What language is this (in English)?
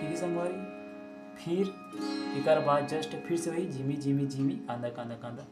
Chhattisgarhi